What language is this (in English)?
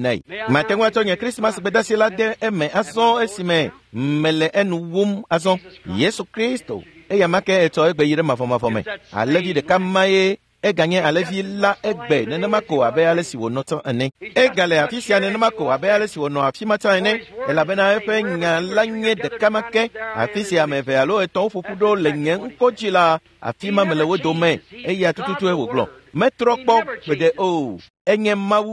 Ewe